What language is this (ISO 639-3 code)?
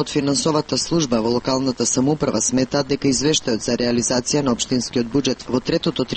mkd